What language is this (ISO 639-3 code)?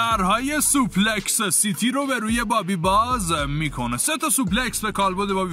fas